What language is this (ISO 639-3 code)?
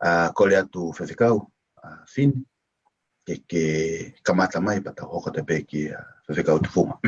ton